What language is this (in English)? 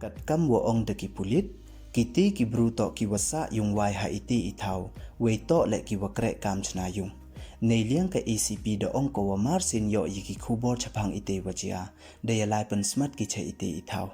Pnar